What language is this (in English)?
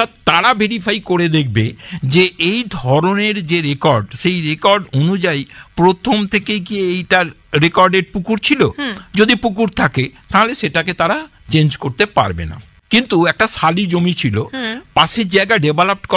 Bangla